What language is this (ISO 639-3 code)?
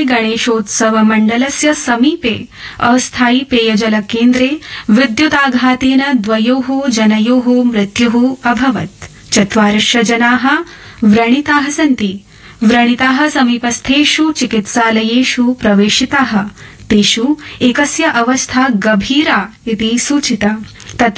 san